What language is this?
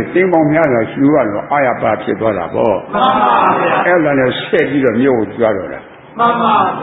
Burmese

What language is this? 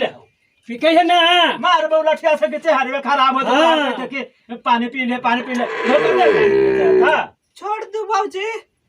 Magahi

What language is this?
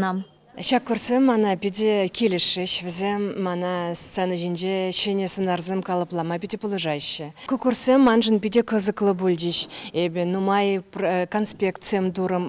Chuvash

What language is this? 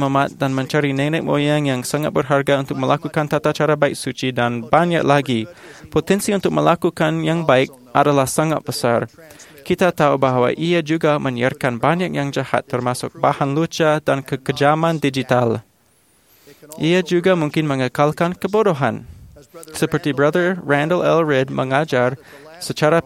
Malay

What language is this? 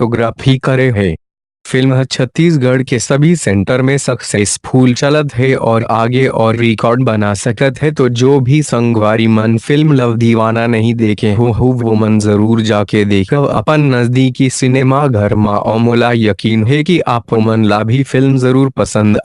Chhattisgarhi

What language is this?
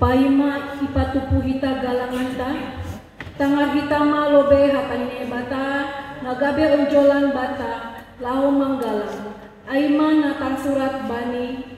Batak Simalungun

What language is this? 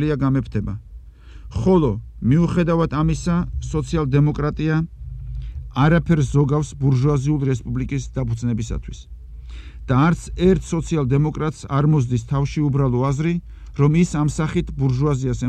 Georgian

